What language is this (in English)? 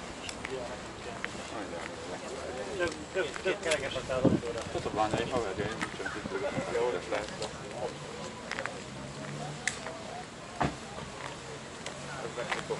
Hungarian